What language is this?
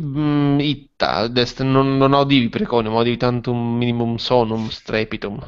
Latin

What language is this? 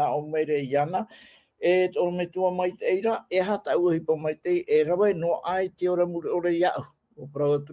Tahitian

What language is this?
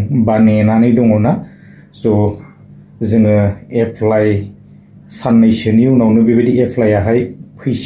Bodo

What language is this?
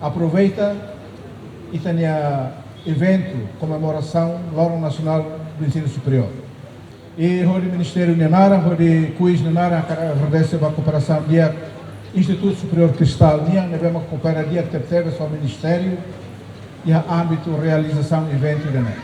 Tetum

